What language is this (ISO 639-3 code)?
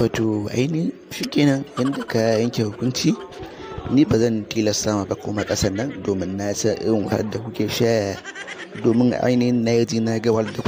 hau